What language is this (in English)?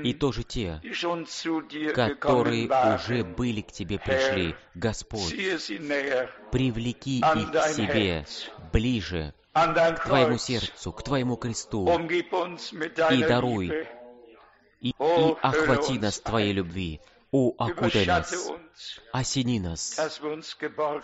Russian